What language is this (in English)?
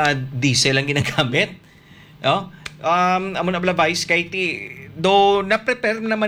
Hiligaynon